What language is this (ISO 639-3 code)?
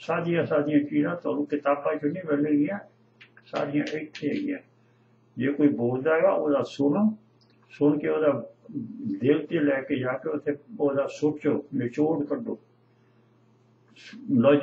pan